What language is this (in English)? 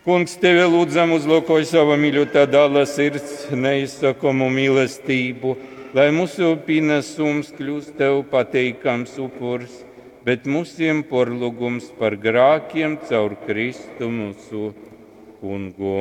Latgalian